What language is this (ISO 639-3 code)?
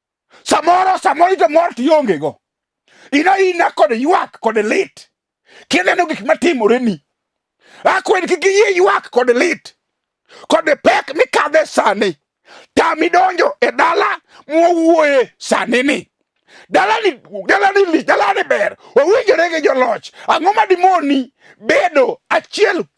luo